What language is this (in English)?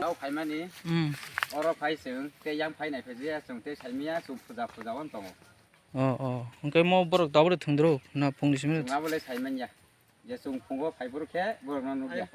Kok Borok